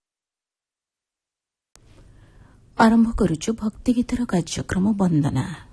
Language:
Odia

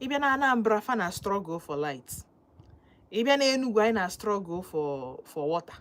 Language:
Igbo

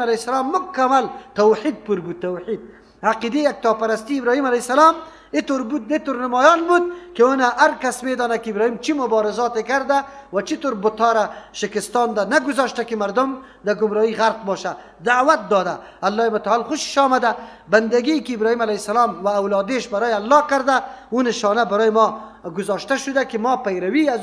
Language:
Persian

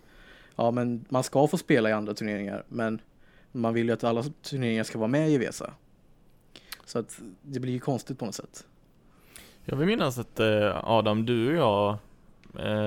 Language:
Swedish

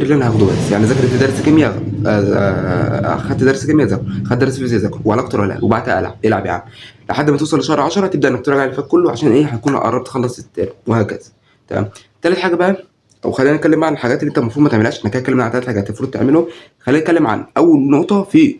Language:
Egyptian Arabic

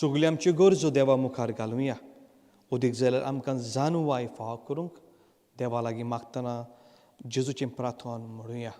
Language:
Konkani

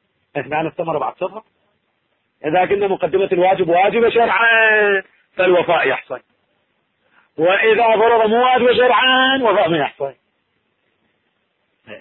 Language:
Arabic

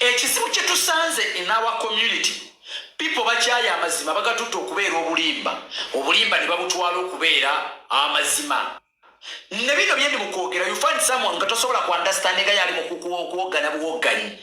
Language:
Ganda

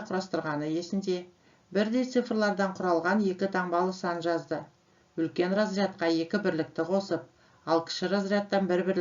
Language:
Kazakh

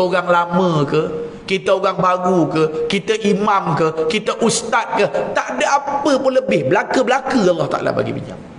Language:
Malay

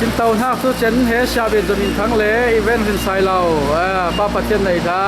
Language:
Falam Chin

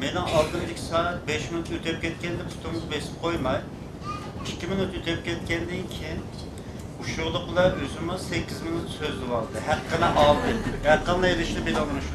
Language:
Uyghur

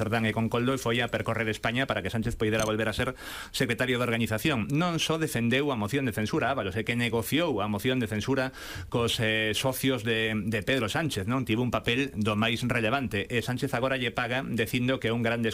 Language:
Galician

